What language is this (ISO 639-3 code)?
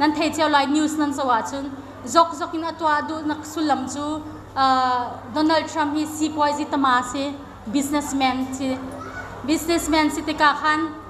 cnh